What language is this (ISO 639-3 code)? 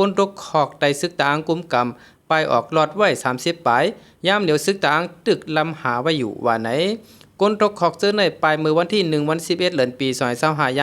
shn